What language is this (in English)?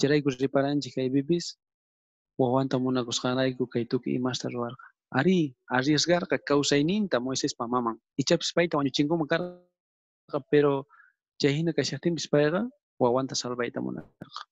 South Bolivian Quechua